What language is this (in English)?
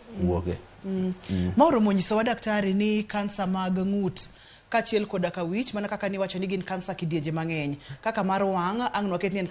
Luo (Kenya and Tanzania)